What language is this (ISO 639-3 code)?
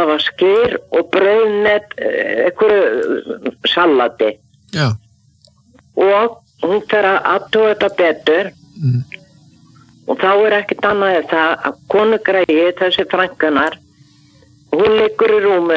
isl